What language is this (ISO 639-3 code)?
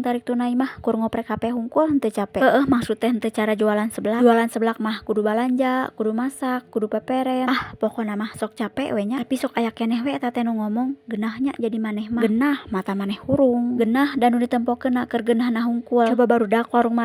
sun